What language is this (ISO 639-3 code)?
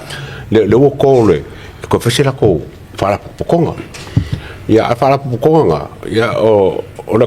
smo